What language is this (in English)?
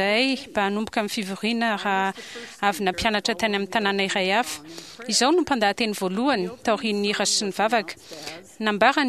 Malagasy